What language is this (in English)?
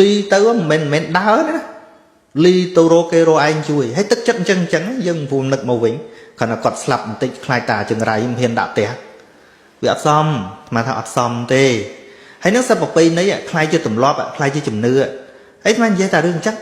Khmer